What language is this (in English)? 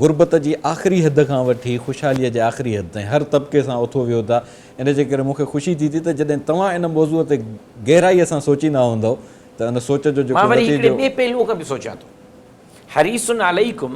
Sindhi